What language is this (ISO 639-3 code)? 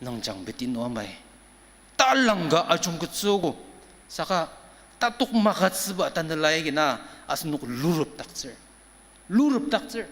njo